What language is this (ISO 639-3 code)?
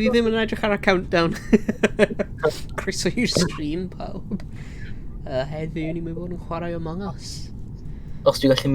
cym